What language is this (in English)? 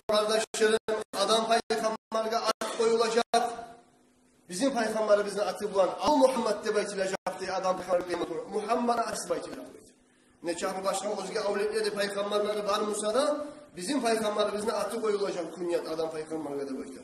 Kumyk